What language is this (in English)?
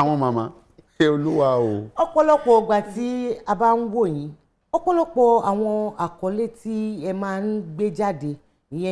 Yoruba